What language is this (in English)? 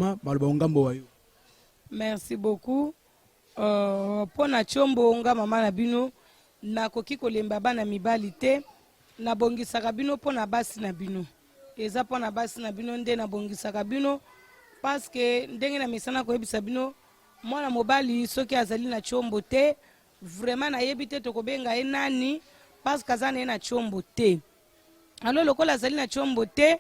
Lingala